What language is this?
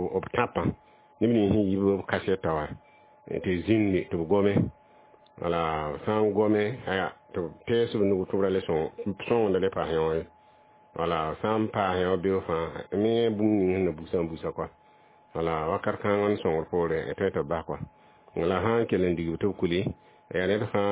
Mossi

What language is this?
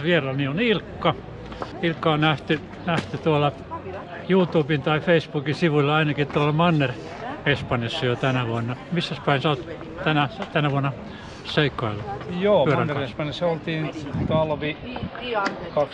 Finnish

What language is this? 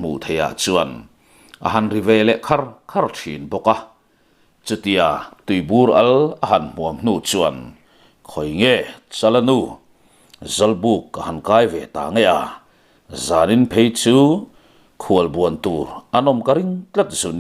Mizo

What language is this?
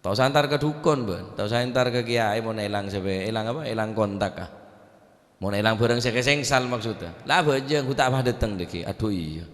Madurese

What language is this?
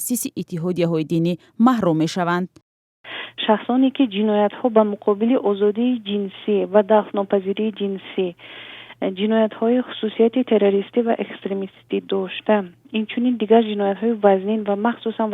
Tajik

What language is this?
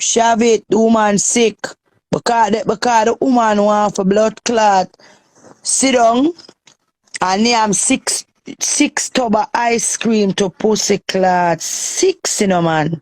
Jamaican Creole English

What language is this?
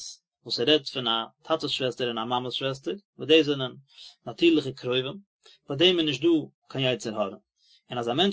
Yiddish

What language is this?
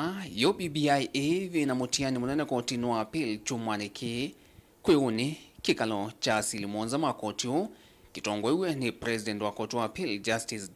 Kamba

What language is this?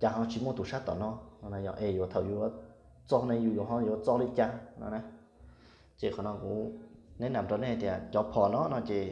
Hmong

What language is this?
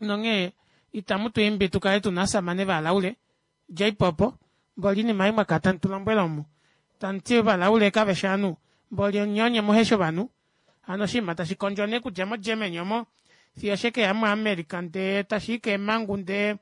Kuanyama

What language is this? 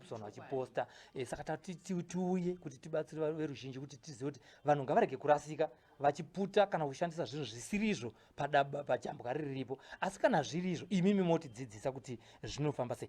Shona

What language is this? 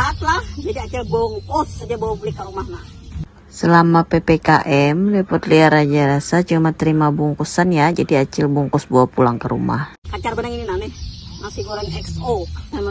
Banjar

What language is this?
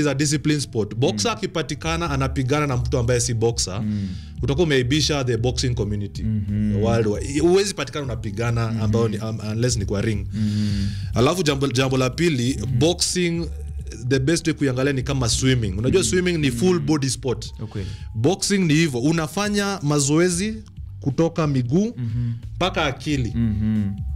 Swahili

